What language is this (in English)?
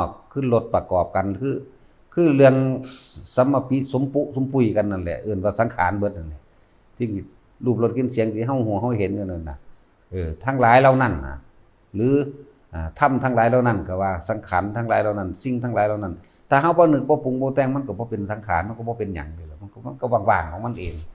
Northeastern Thai